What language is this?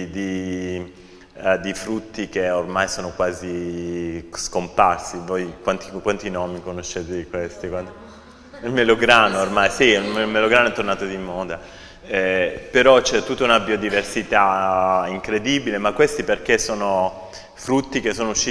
Italian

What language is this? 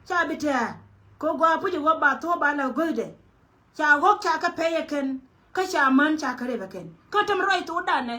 Nuer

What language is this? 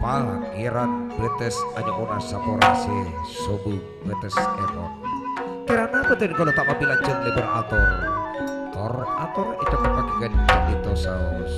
Madurese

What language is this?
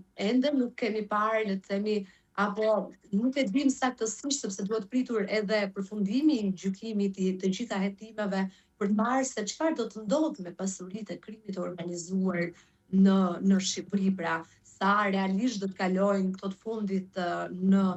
Albanian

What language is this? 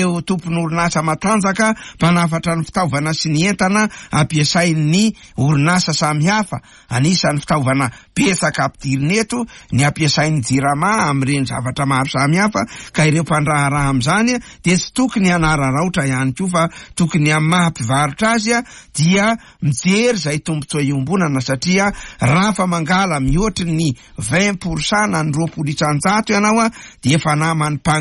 Malagasy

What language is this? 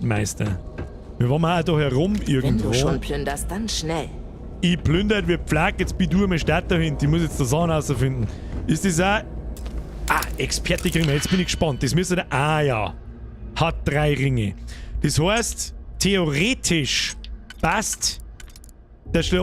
Bavarian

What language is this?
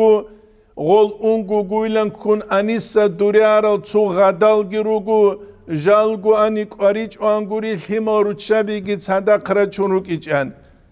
Avaric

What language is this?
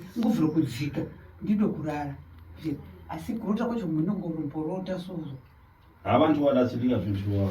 Shona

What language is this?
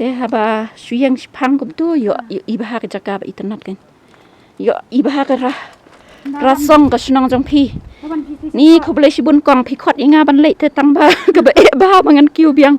Khasi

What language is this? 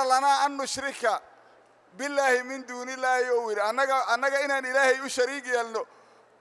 Somali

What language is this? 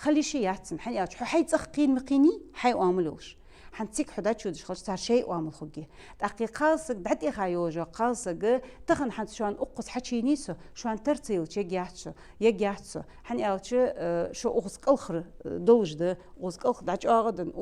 Ingush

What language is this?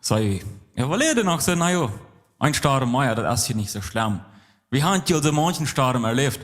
Plautdietsch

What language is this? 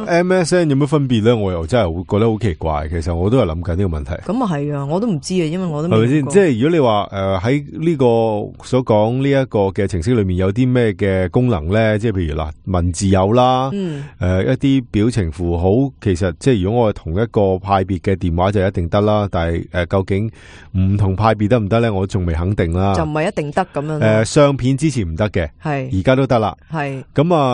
Cantonese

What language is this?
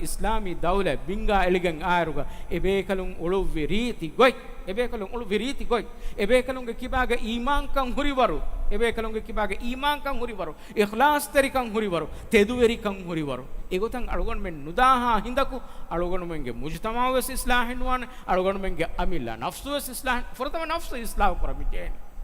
Divehi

